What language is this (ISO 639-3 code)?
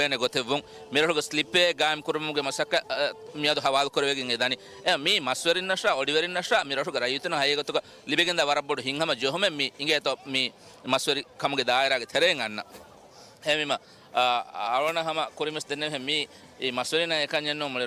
div